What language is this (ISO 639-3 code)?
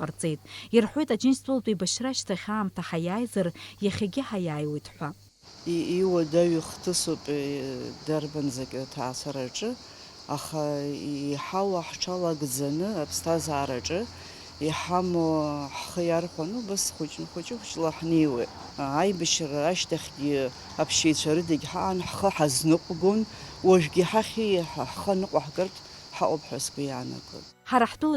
abk